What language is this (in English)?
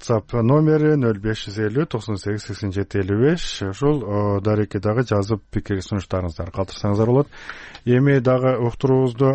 Kyrgyz